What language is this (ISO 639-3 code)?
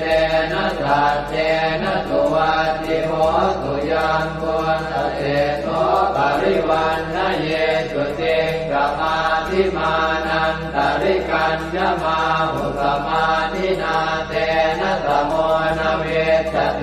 pli